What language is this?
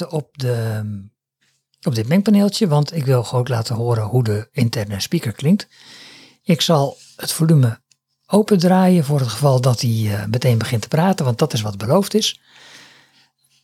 Dutch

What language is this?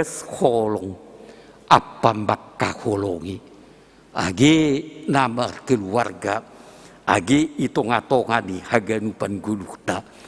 Batak Simalungun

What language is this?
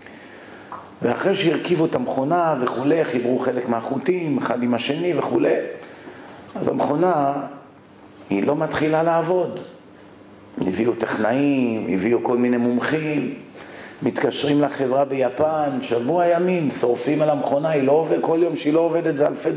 Hebrew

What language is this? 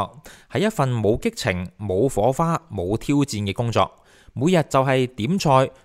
Cantonese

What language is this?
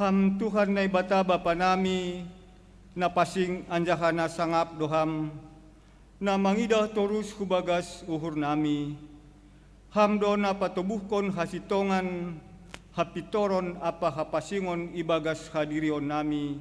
Batak Simalungun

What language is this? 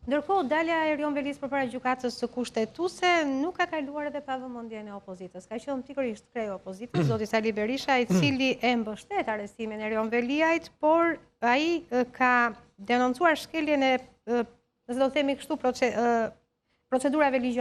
Albanian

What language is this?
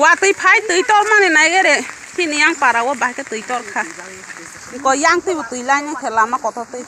Kok Borok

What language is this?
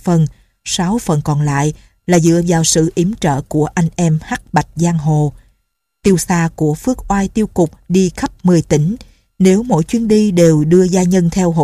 Vietnamese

